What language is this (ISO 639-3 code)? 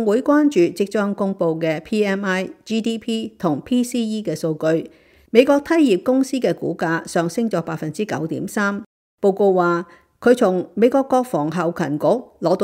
yue